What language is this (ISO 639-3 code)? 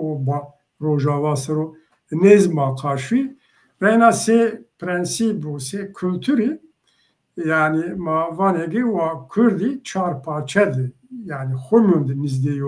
zza